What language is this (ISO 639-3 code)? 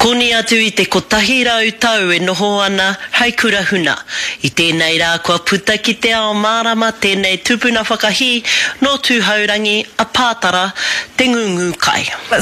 mri